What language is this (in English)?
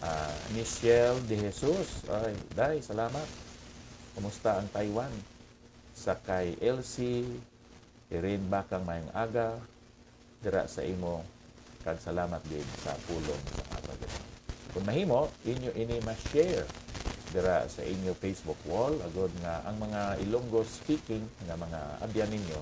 Hiligaynon